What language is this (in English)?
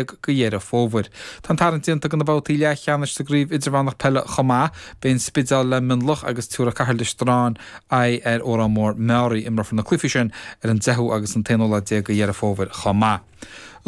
Irish